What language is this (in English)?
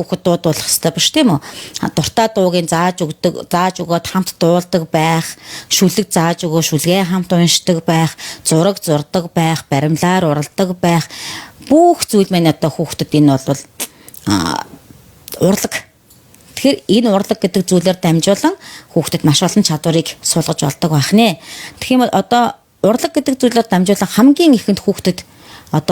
Mongolian